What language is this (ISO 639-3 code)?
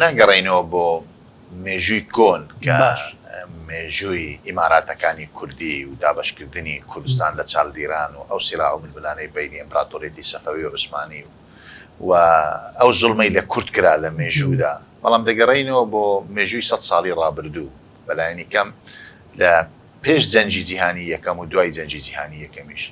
ckb